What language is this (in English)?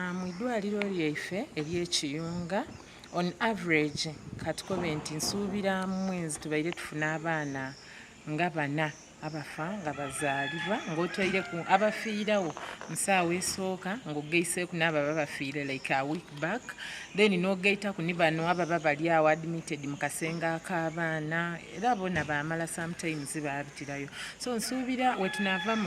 Soga